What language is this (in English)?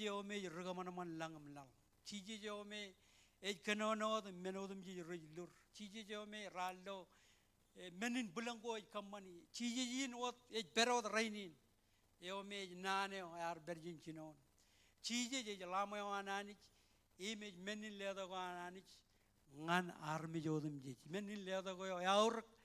Marshallese